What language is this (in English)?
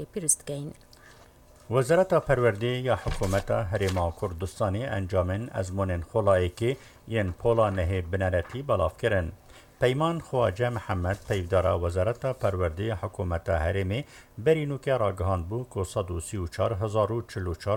Kurdish